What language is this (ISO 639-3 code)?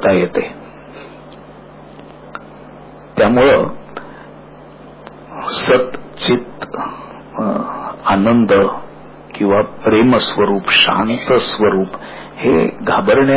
mar